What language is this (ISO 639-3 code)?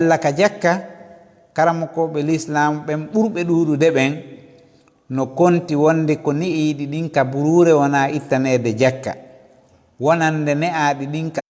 ful